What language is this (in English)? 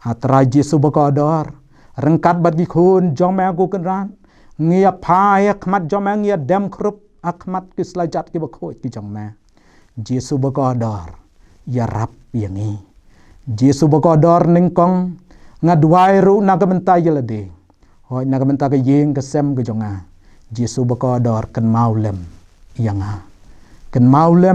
Khasi